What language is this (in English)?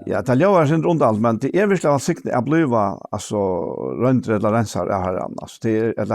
Faroese